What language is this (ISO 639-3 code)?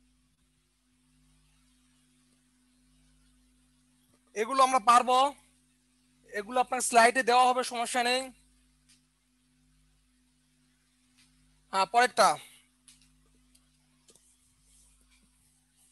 ben